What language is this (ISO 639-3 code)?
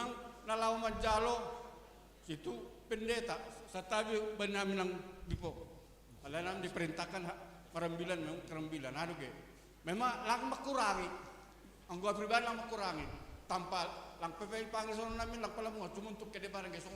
bts